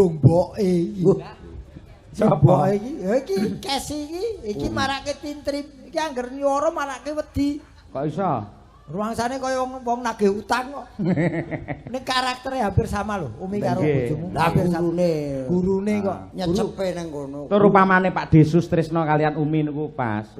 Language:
Javanese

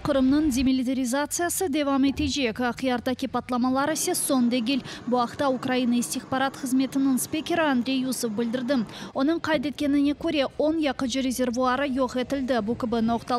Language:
Crimean Tatar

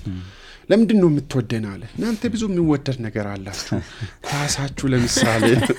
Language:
Amharic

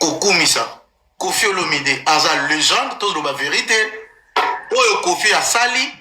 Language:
Lingala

